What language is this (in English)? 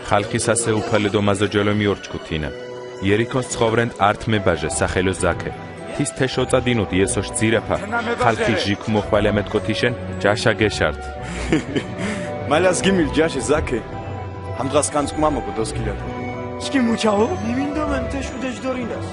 Mingrelian